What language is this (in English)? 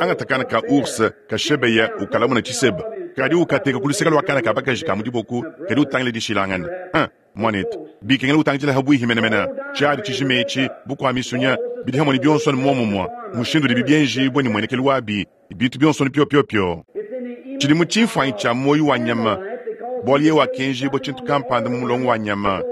Luba-Lulua